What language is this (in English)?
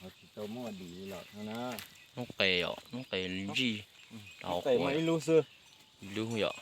Hmong